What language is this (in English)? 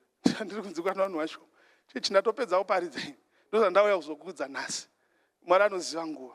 Shona